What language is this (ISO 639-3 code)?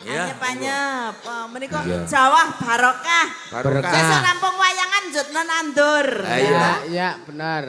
jav